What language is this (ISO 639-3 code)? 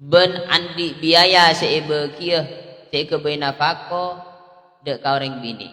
mad